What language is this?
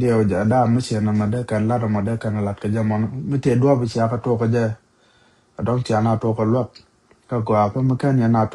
Nuer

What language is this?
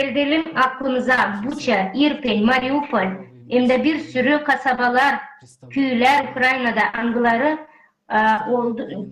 Gagauz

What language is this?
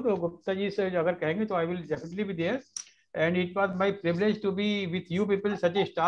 Hindi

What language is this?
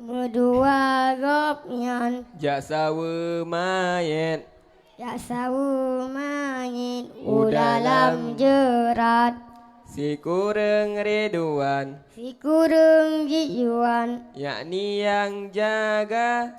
Achinese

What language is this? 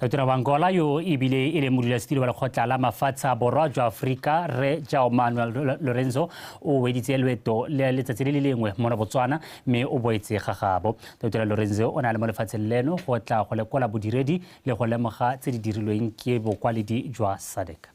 Tswana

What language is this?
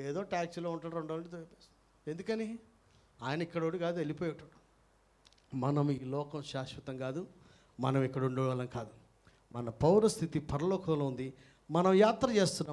Telugu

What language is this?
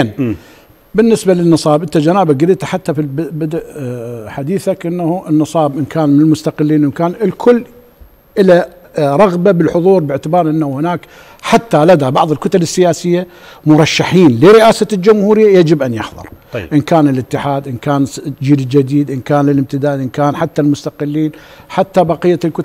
Arabic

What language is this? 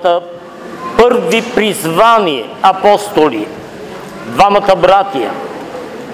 Bulgarian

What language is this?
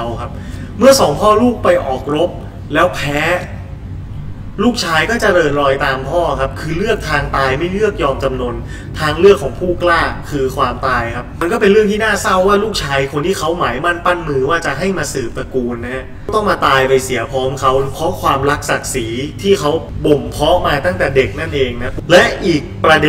Thai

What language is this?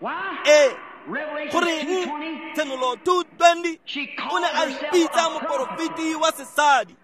Tswana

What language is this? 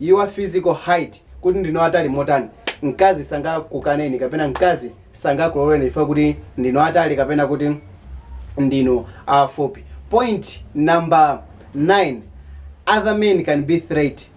Nyanja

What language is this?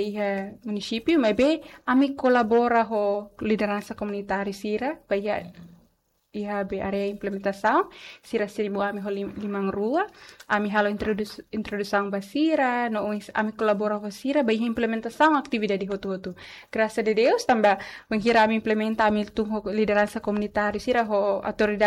Tetum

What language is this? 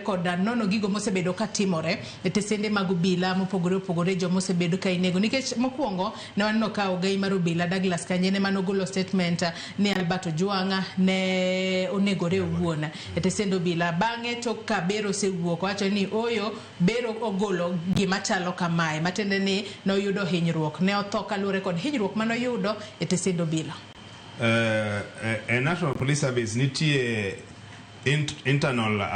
Luo (Kenya and Tanzania)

